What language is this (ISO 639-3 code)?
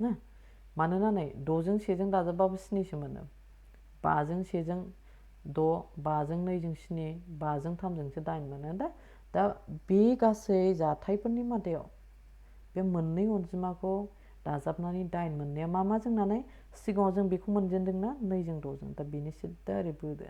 brx